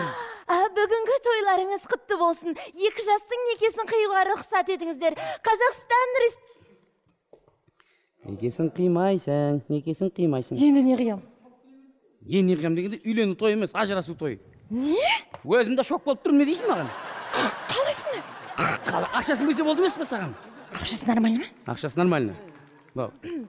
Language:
Kazakh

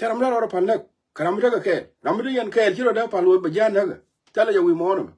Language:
Nuer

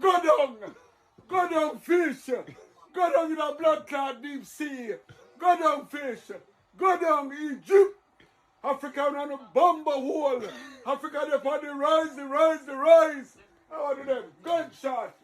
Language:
Jamaican Creole English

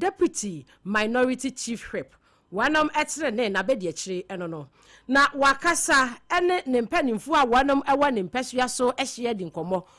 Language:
Akan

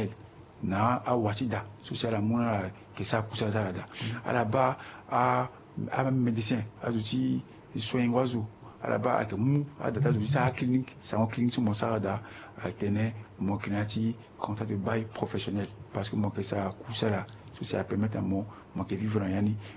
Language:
Sango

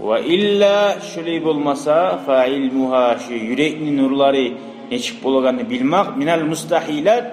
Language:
Kumyk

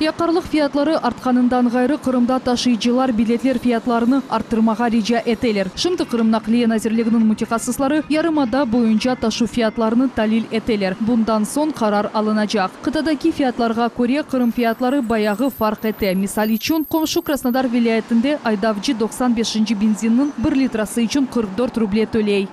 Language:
Crimean Tatar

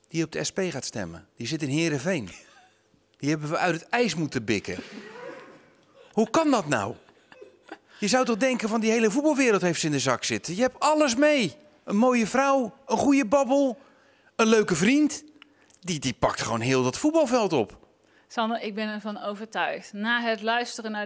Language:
Dutch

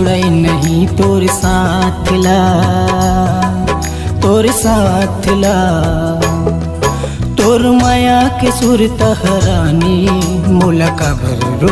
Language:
Chhattisgarhi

